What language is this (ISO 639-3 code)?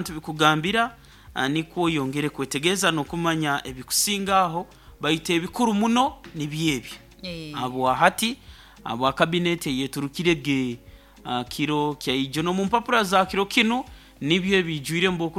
nyo